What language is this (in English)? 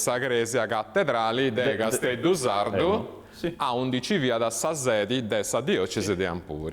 Sardinian